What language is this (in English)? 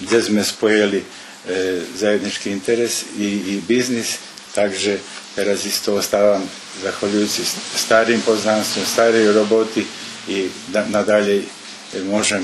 Rusyn